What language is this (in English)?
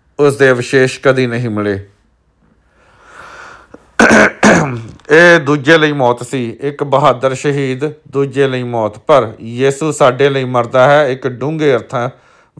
Punjabi